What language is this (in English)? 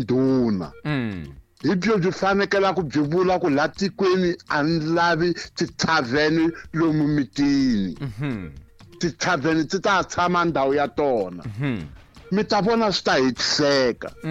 Tsonga